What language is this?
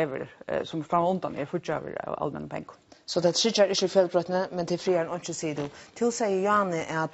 Faroese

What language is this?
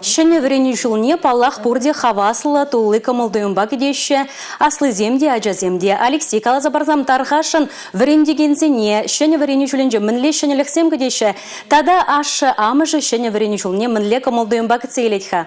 Chuvash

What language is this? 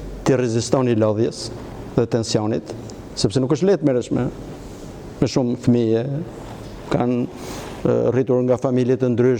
Albanian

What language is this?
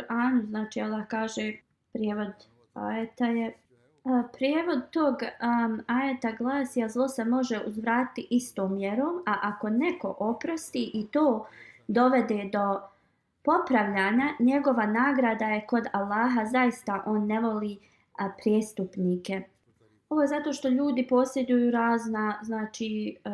Bosnian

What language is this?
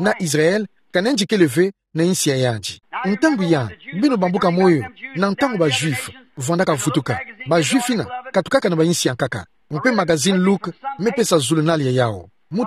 Kituba (Democratic Republic of Congo)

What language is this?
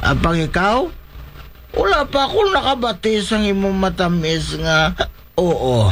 Hiligaynon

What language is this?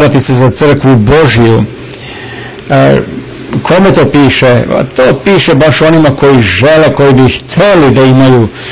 Serbian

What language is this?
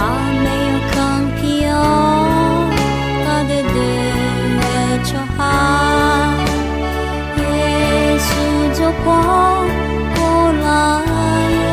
Akha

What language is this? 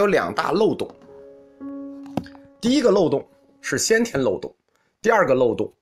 Chinese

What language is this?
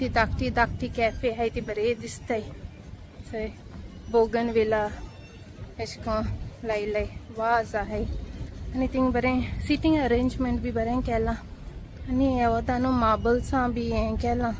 Konkani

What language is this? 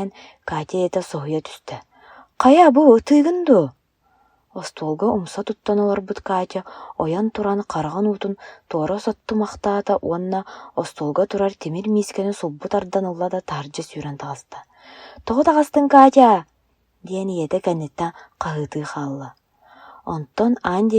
Yakut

